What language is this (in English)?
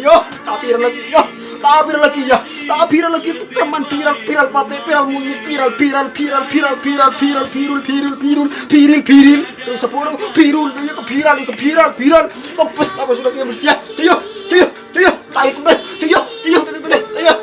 Madurese